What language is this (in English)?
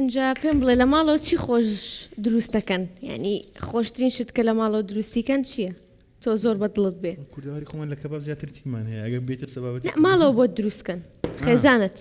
Central Kurdish